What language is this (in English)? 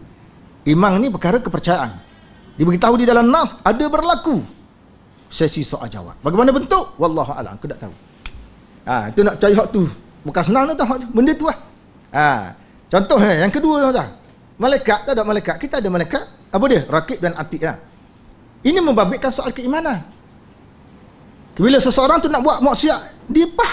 Malay